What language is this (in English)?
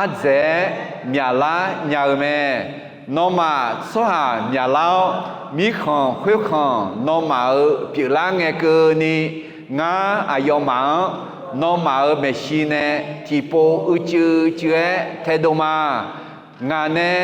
Akha